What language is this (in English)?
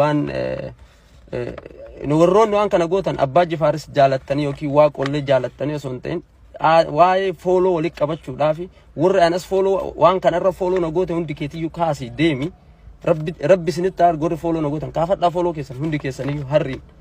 Oromo